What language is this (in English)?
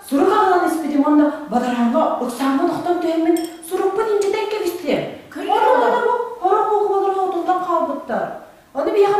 Yakut